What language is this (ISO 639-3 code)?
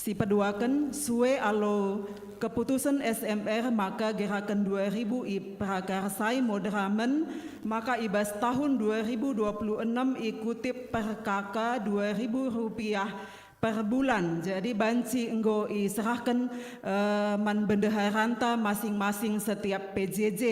btx